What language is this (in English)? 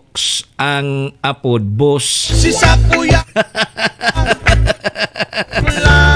Bikol